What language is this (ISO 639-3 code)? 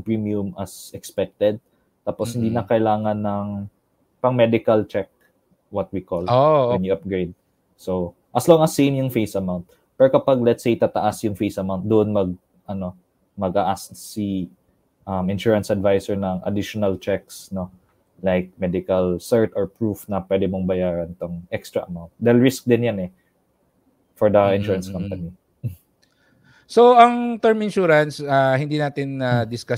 fil